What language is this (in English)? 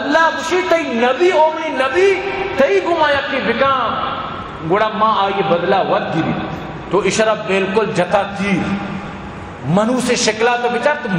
Baluchi